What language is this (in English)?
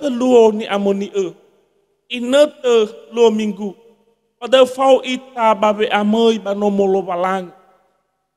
Nias